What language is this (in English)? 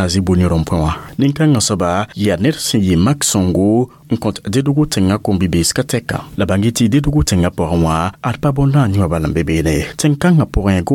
Mossi